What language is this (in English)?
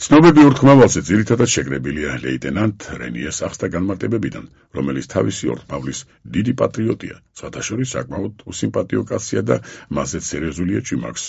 Georgian